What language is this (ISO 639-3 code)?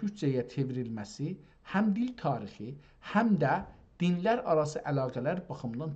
azb